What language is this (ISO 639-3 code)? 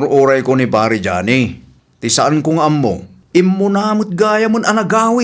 ilo